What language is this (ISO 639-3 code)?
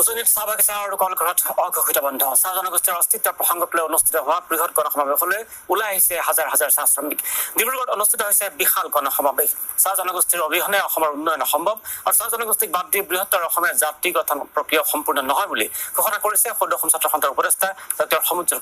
asm